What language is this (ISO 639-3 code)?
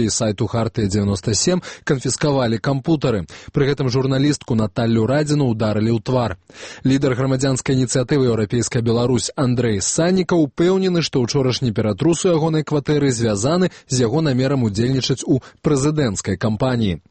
bel